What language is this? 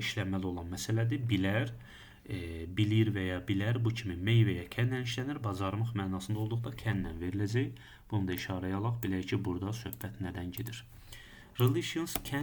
Azerbaijani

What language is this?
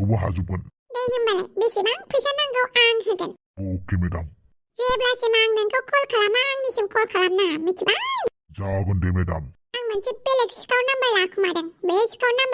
Bodo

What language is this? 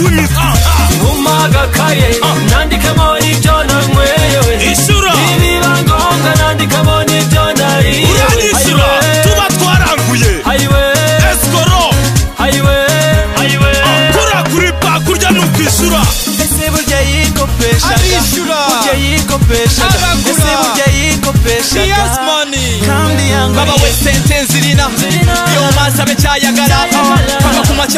Kinyarwanda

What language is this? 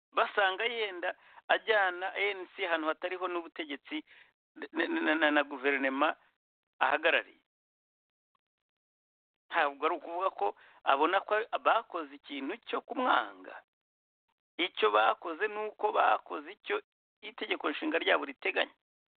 Kinyarwanda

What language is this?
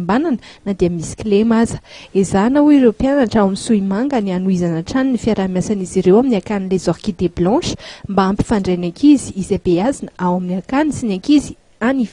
Malagasy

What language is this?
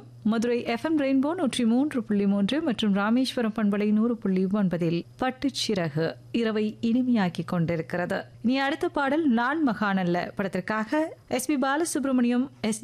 Tamil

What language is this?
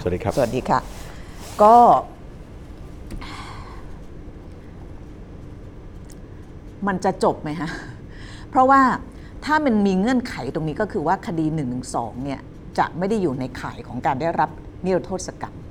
Thai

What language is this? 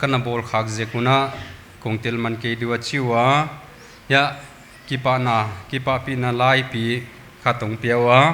Paite Chin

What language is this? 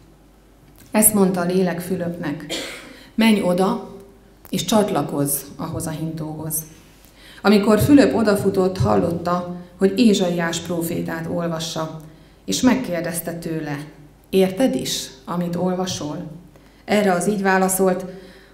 Hungarian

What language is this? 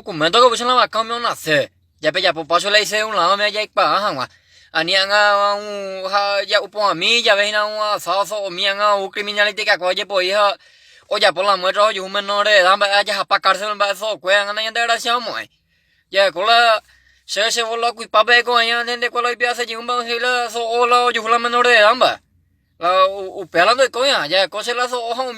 Guarani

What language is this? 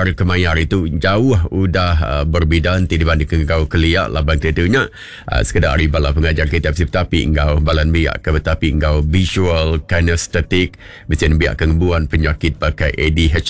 Iban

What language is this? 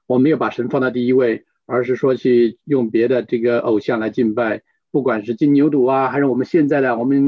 Chinese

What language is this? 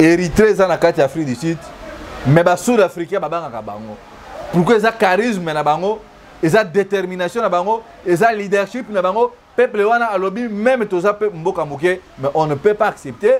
Lingala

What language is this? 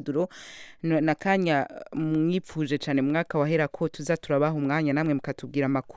Rundi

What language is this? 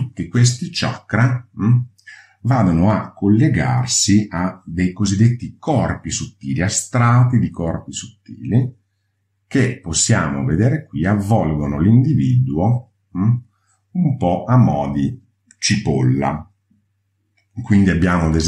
Italian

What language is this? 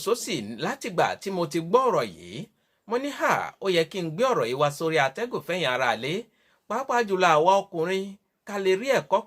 Yoruba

